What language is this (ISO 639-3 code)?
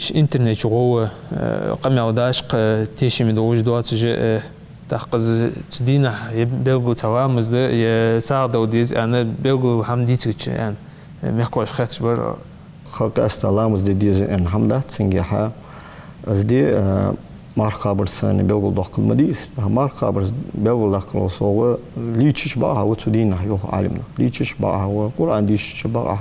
inh